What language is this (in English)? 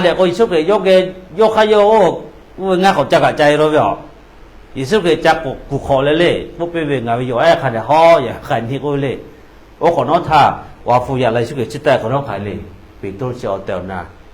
Lahu